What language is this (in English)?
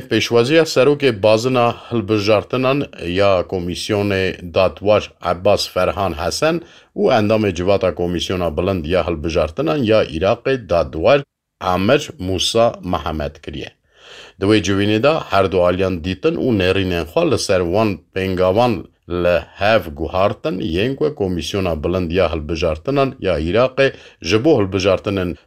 Kurdish